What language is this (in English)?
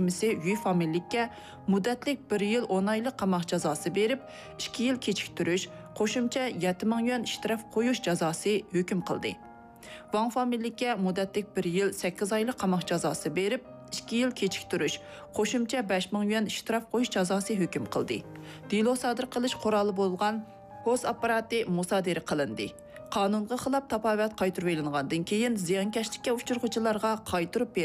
Uyghur